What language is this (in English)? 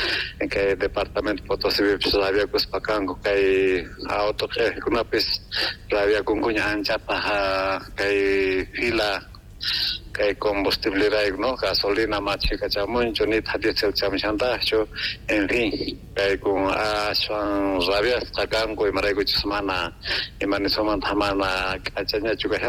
South Bolivian Quechua